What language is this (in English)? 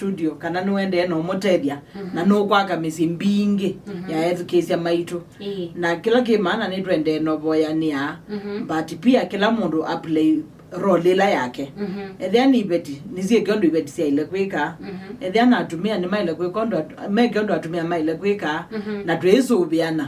Kamba